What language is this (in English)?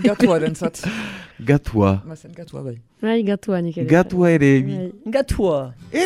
Basque